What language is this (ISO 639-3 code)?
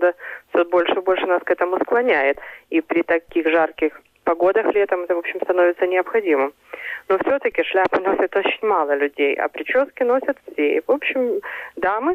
rus